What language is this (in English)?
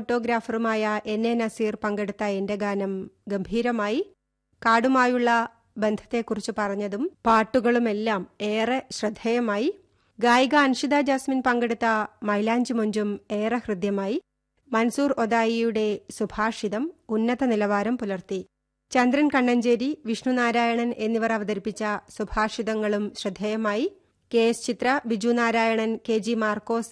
Malayalam